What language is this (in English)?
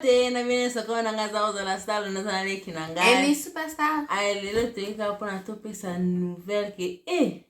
Lingala